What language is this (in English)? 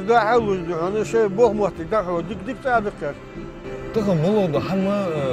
Ingush